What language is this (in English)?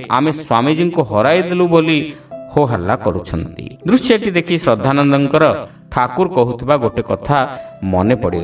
Odia